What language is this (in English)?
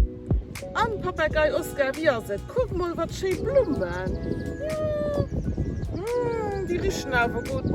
Luxembourgish